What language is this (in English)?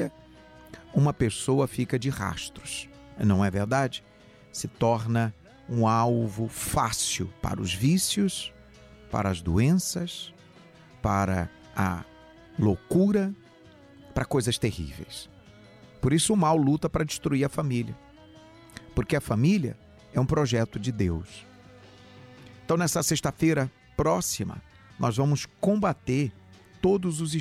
Portuguese